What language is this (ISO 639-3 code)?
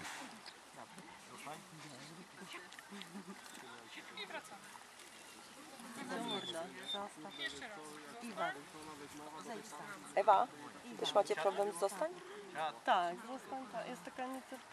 pol